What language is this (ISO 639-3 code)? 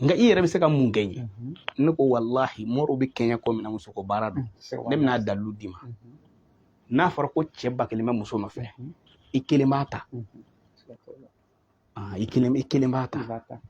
bam